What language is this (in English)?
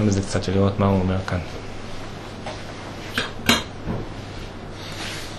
Hebrew